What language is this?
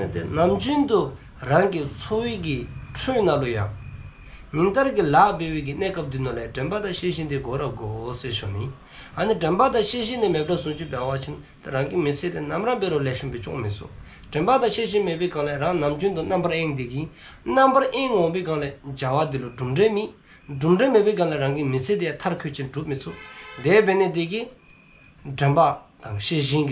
Dzongkha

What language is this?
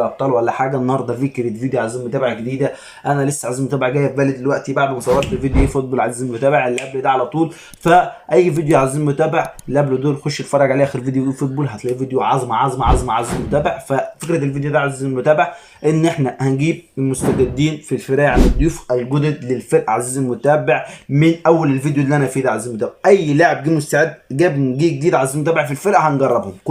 Egyptian Arabic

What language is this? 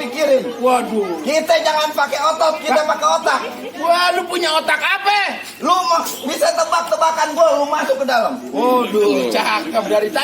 Betawi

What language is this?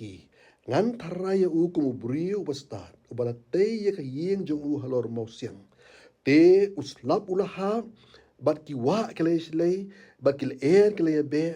Khasi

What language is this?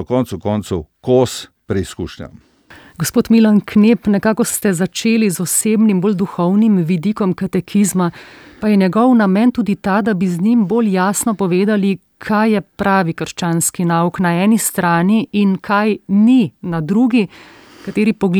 Slovenian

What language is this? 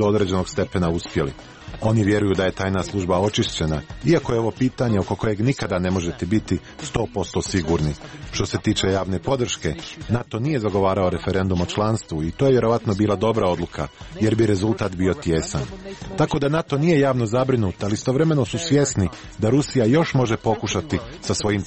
Serbian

